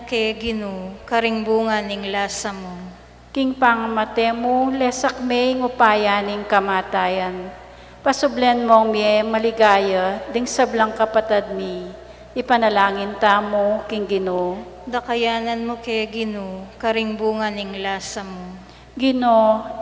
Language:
Pampanga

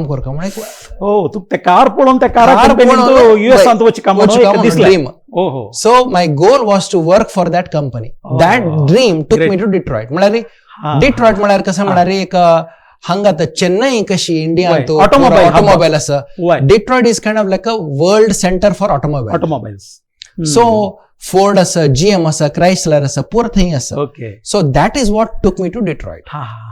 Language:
Konkani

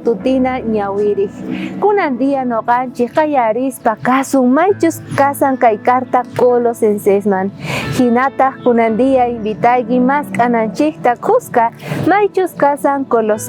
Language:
South Bolivian Quechua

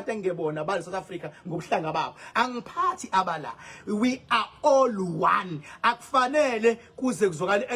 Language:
Zulu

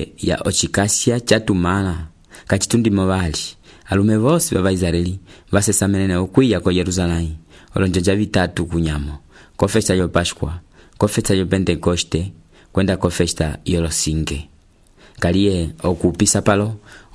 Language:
Umbundu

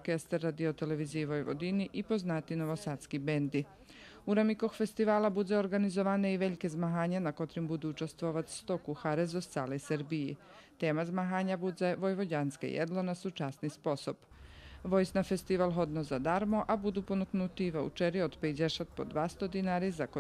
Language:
Rusyn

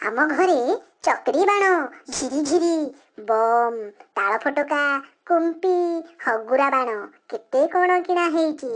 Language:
Odia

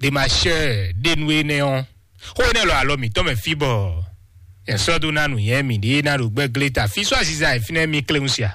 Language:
Fon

